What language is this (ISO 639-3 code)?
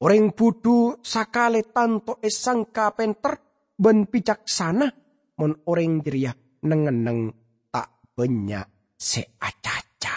mad